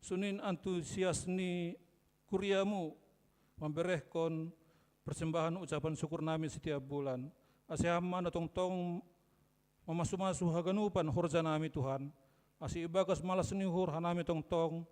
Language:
Batak Simalungun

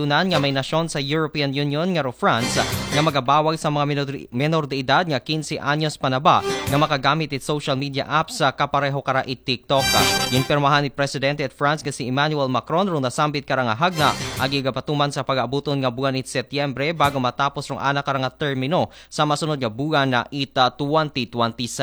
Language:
Aklanon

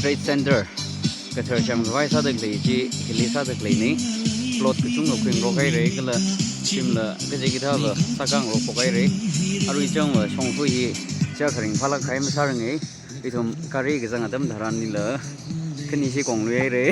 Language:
Tangkhul Naga (India)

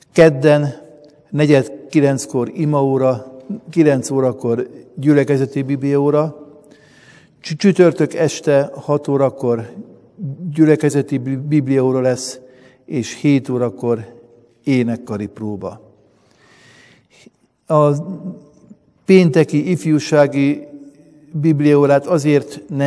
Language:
Hungarian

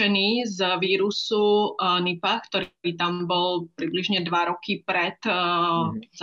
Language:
Slovak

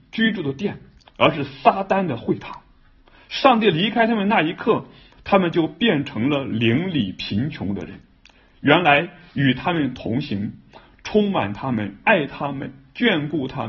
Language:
Chinese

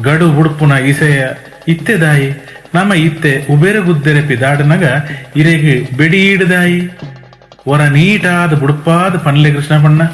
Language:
Tulu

